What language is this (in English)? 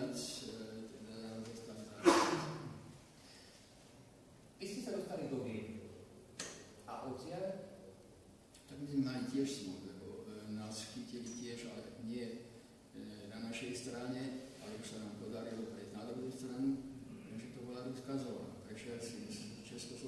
Slovak